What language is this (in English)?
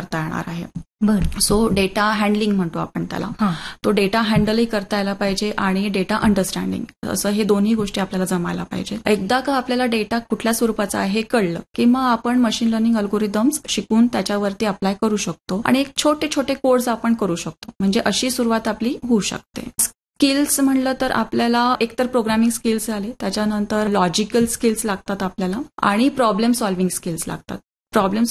Marathi